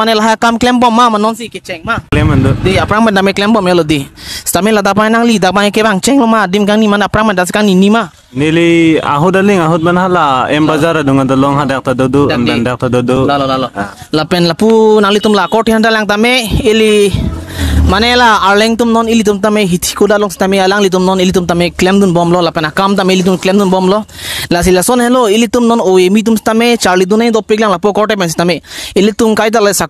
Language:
Karbi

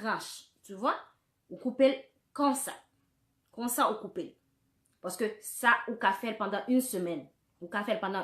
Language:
Haitian Creole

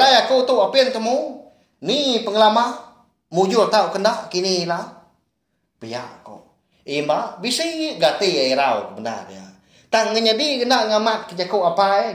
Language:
Iban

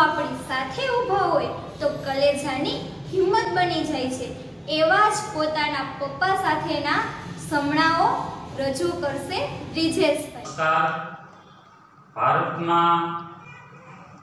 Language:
Gujarati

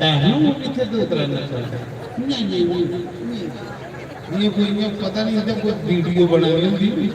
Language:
Dogri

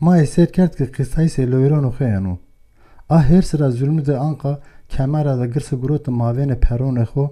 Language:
Zaza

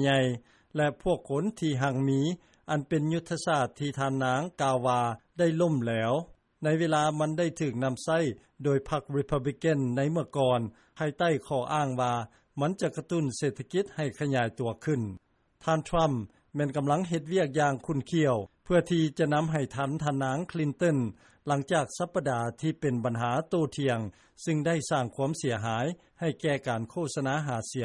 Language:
Lao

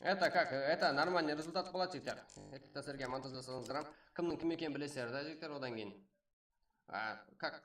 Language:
Kara-Kalpak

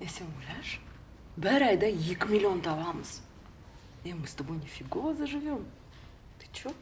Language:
Kazakh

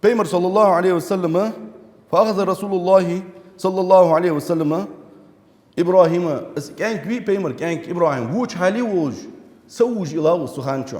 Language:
Ingush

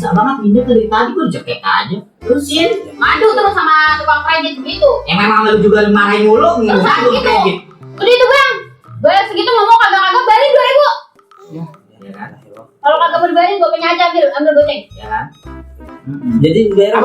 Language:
Betawi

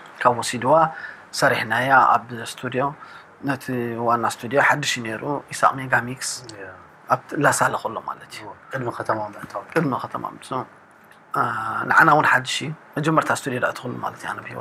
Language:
Tigrinya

